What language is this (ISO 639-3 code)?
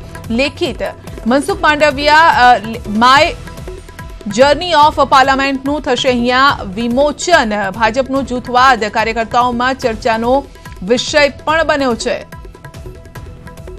guj